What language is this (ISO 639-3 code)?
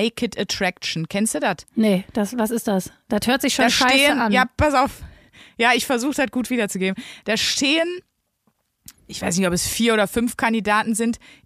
deu